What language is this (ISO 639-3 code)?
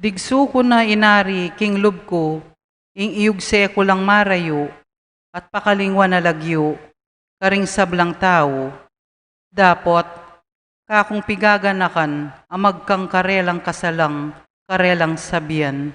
pam